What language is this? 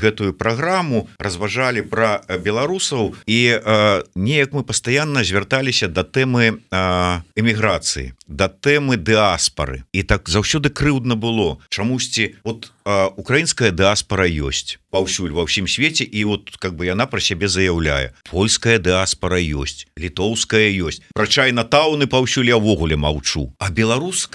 Belarusian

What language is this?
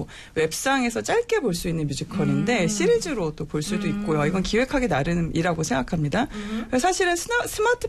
Korean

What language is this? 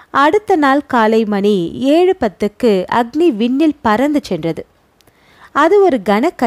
Tamil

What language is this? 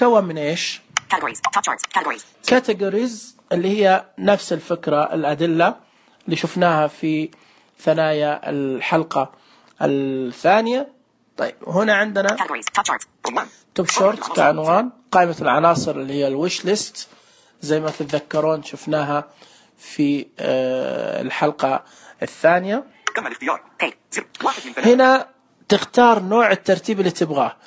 Najdi Arabic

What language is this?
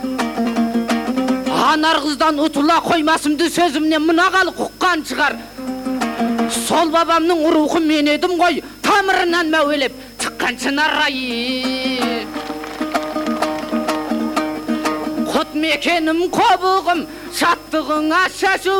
Kazakh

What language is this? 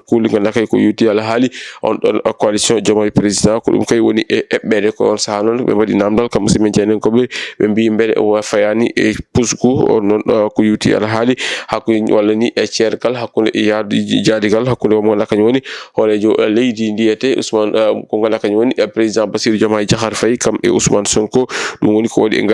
Fula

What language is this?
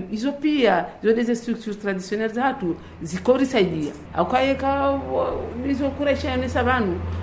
Swahili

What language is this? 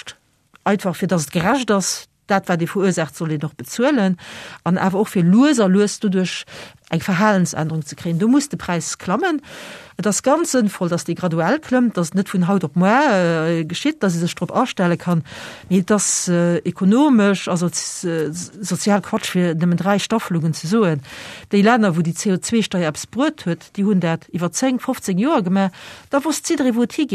Luxembourgish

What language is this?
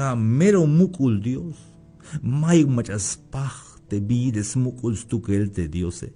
Tzeltal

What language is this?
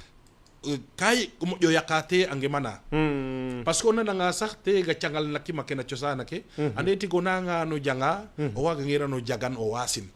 Serer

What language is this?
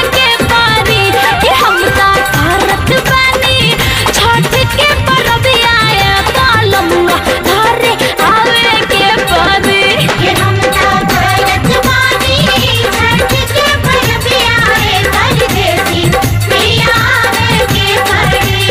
Bhojpuri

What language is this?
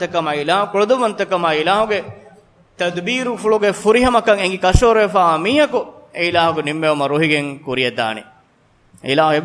Divehi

